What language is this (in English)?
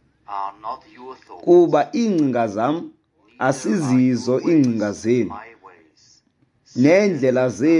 Xhosa